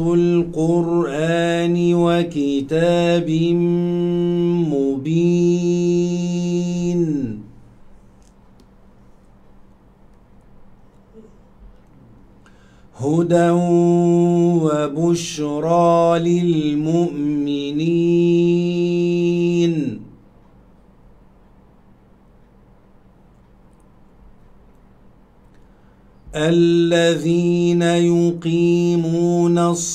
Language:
Arabic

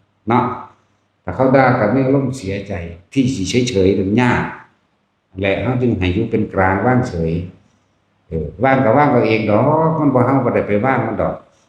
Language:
Northeastern Thai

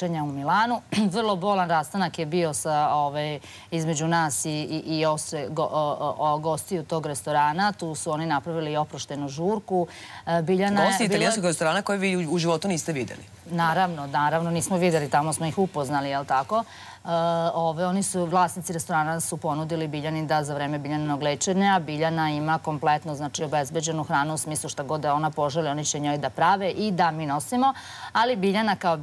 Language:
Serbian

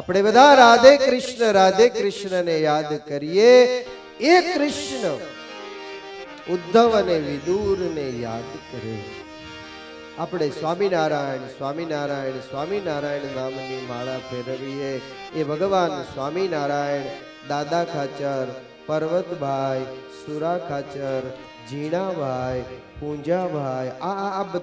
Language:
Gujarati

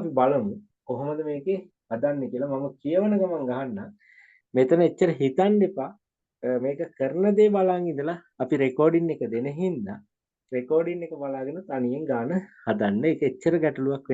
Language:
Sinhala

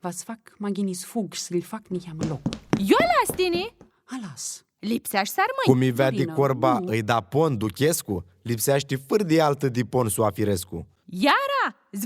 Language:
Aromanian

